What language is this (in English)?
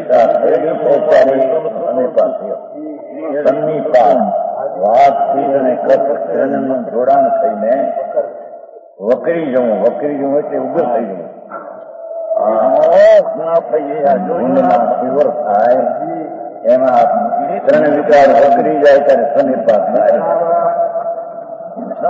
Gujarati